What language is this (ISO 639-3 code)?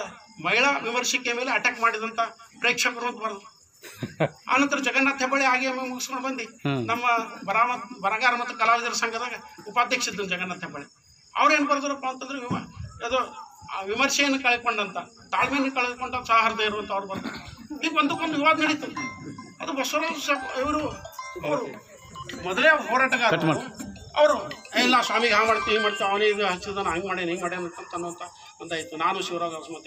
kan